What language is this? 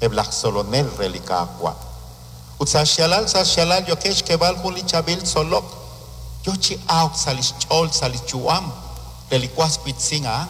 Kekchí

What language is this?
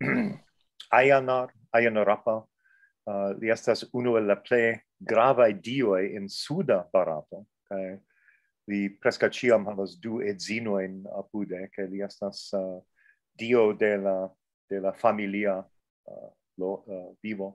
Esperanto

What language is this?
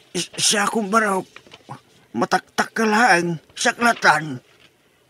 Iloko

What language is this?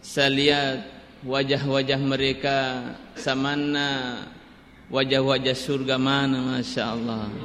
Buginese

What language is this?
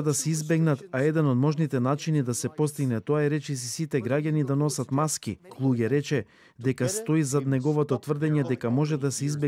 Macedonian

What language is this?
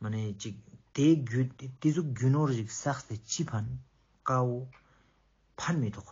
Ladakhi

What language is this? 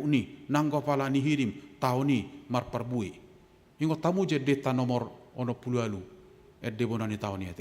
Batak Toba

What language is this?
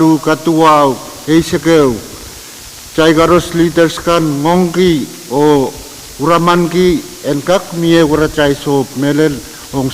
Pohnpeian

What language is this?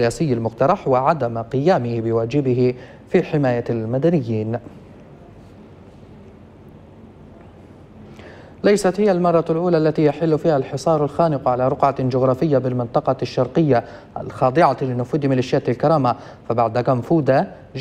Arabic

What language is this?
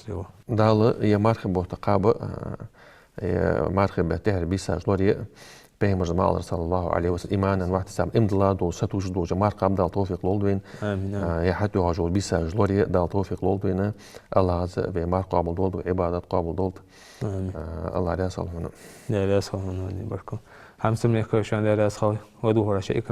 Ingush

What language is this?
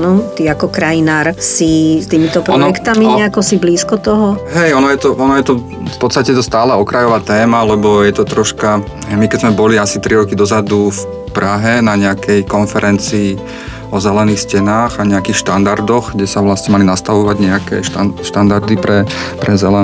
Slovak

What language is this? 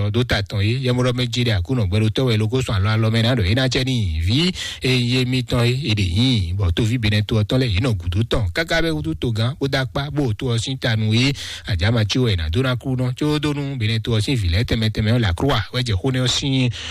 Fon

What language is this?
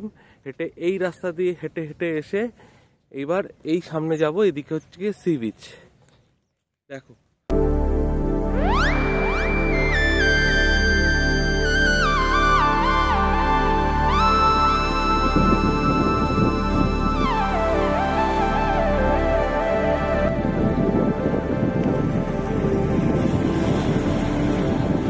Bangla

